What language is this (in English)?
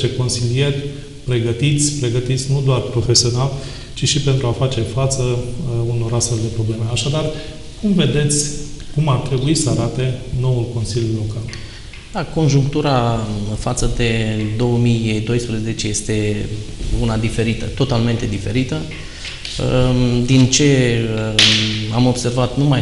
Romanian